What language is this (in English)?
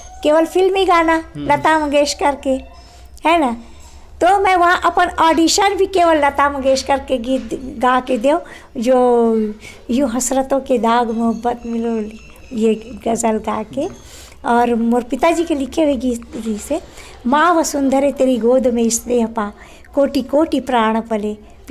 Chhattisgarhi